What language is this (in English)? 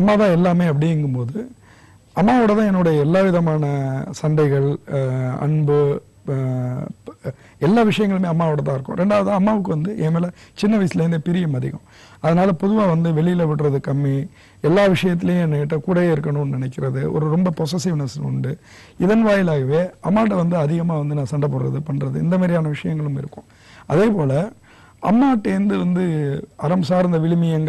Tamil